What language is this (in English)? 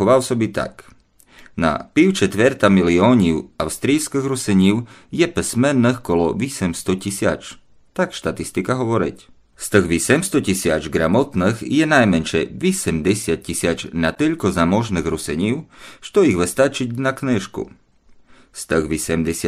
Rusyn